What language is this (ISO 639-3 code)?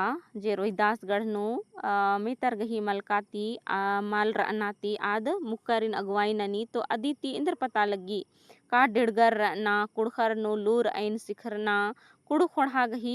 kru